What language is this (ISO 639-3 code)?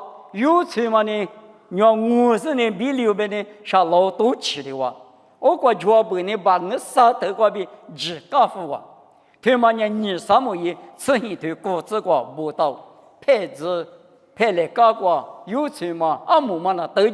lis